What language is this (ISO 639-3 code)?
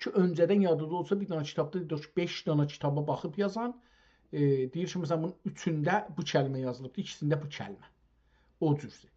azb